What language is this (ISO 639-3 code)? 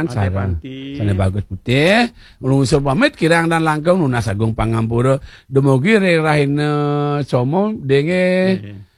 ban